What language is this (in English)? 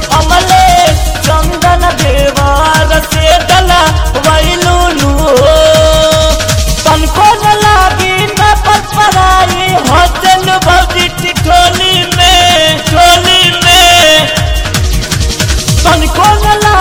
Bhojpuri